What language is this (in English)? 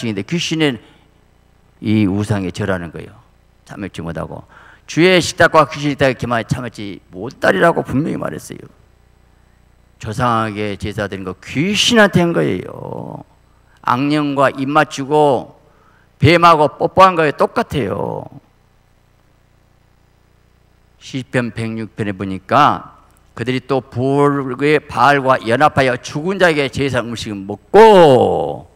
Korean